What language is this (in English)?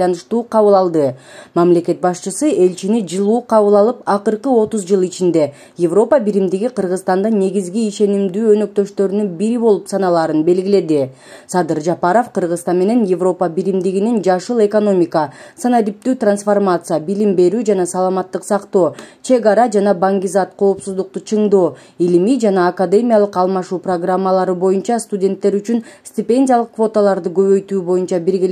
Kyrgyz